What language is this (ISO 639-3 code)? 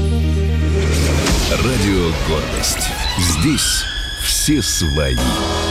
rus